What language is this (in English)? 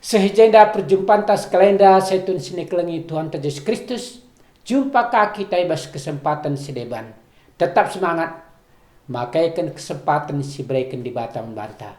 Batak Karo